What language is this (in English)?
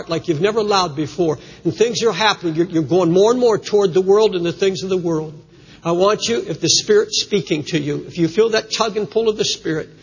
English